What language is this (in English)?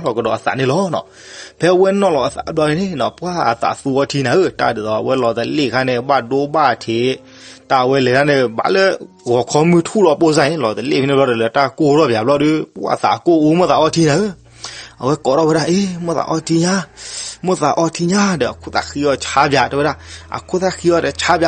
S'gaw Karen